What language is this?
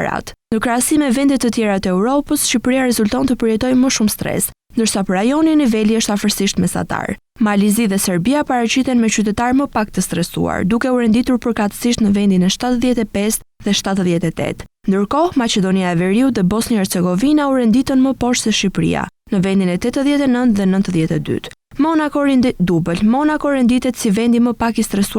Albanian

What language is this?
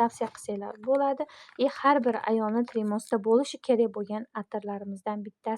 Uzbek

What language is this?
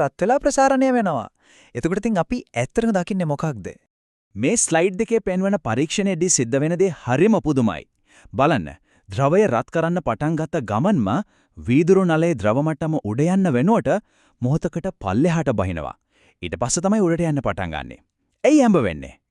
Sinhala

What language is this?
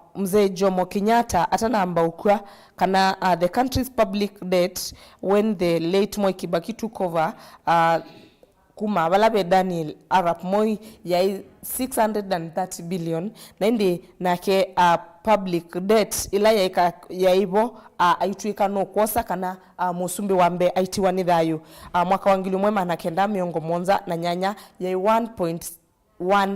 Kamba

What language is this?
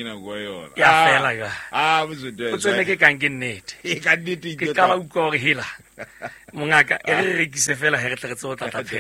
Southern Sotho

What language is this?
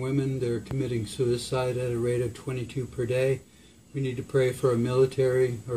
English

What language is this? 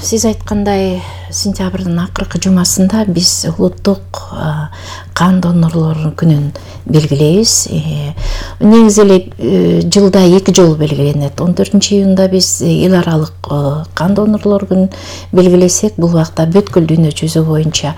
Kyrgyz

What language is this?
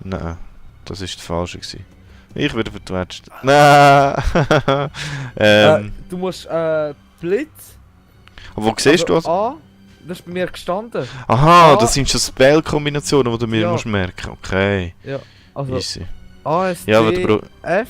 Swiss German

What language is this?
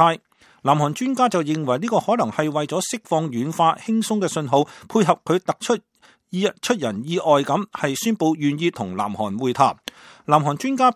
Cantonese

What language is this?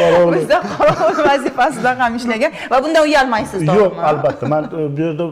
Uzbek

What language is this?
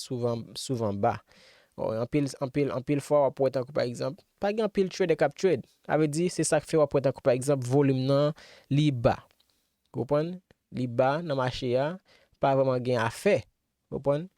Haitian Creole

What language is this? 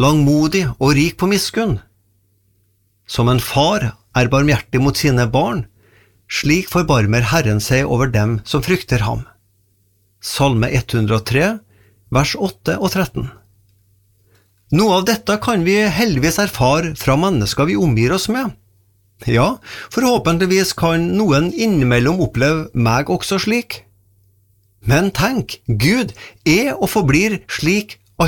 Norwegian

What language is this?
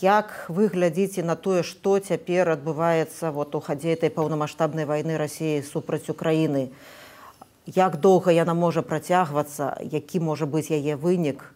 Belarusian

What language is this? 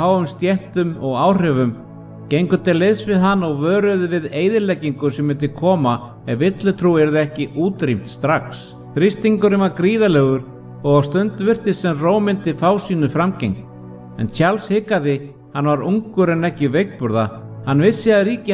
Icelandic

